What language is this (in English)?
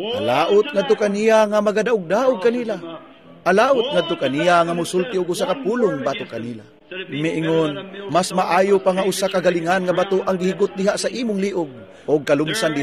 Cebuano